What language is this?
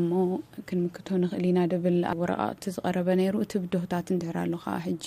Tigrinya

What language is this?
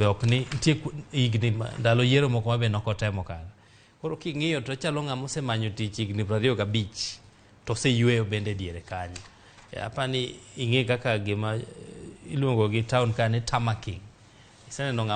Luo (Kenya and Tanzania)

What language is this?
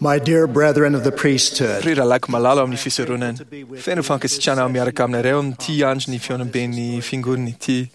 Malagasy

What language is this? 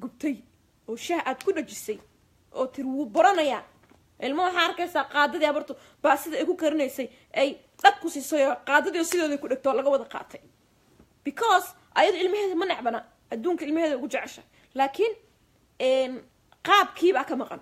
Somali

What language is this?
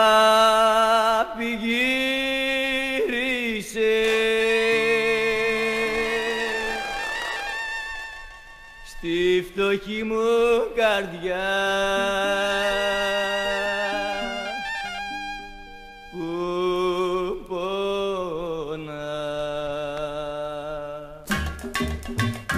Greek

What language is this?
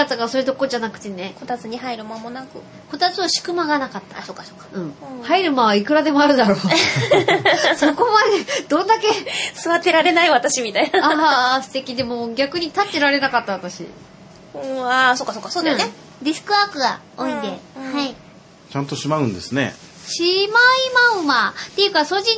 Japanese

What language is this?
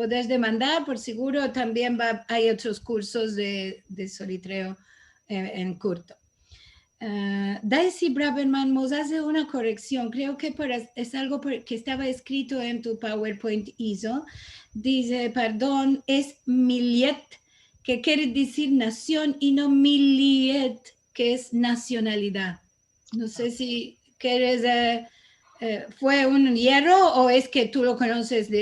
Ladino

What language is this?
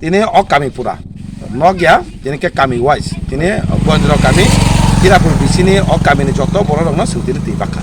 Kok Borok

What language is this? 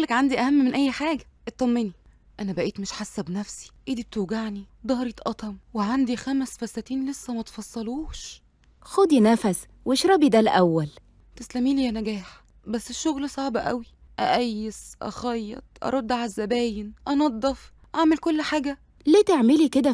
Egyptian Arabic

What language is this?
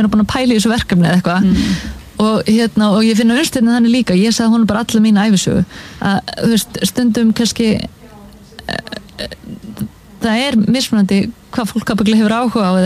Icelandic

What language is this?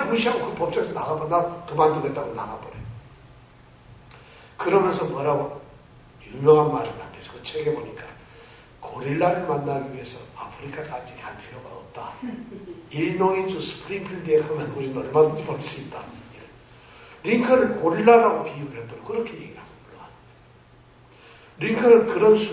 Korean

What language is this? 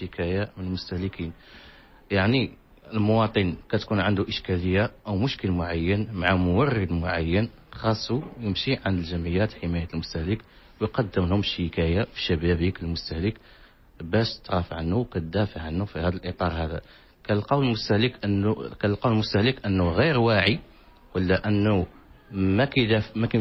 Moroccan Arabic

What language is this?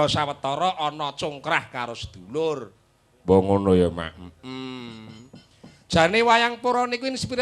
Javanese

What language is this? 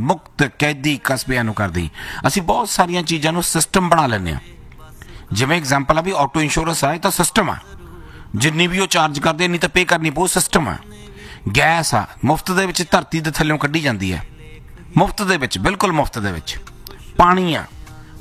Punjabi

